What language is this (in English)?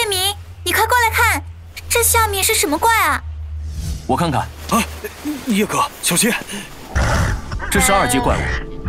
Chinese